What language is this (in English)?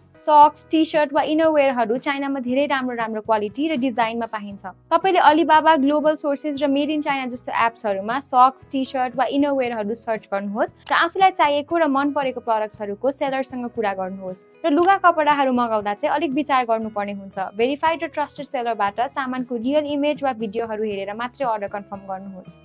Nepali